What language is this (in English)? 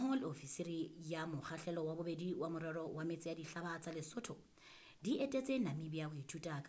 Southern Sotho